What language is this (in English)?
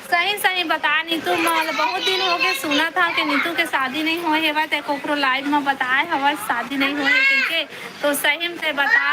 Chhattisgarhi